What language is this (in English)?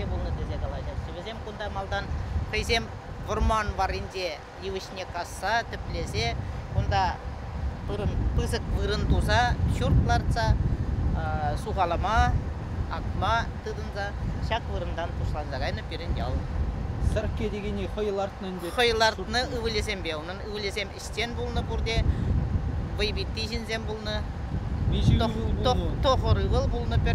Chuvash